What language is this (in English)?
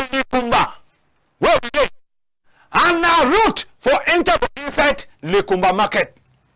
Cameroon Pidgin